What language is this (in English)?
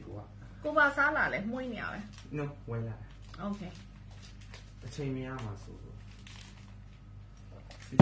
Burmese